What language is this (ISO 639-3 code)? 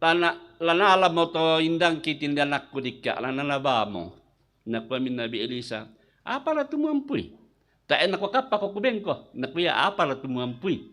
sda